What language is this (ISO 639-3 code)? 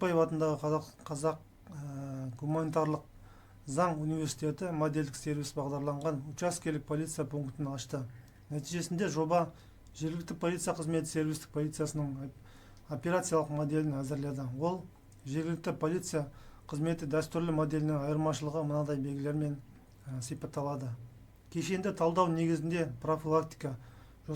kaz